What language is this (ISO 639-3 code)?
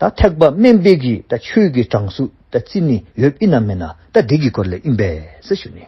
dzo